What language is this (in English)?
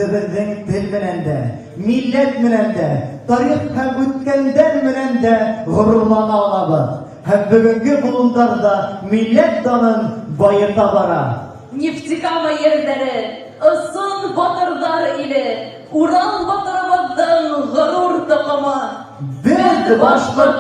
Bashkir